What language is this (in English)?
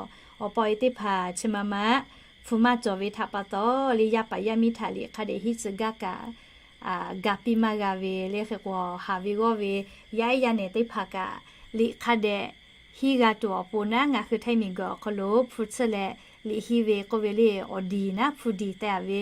Lahu